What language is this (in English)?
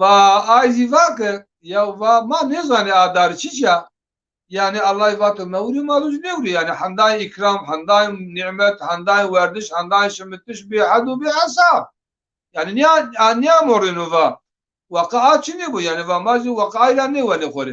Zaza